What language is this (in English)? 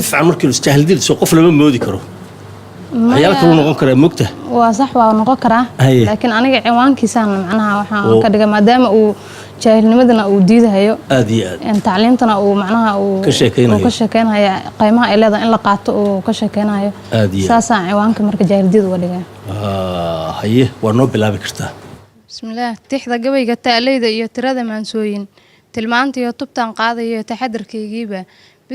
Somali